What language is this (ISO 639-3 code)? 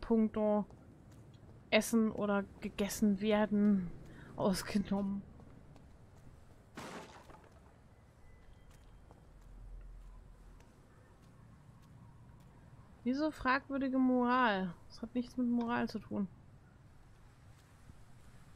deu